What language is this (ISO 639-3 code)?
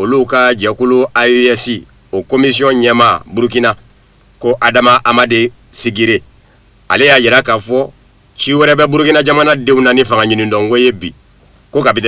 bam